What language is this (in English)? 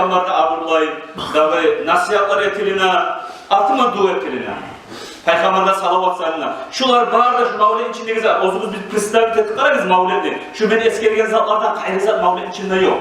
Kumyk